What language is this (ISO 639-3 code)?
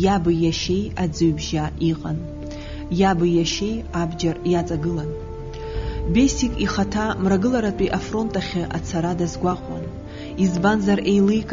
abk